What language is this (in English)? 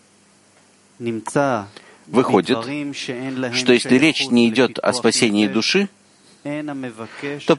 Russian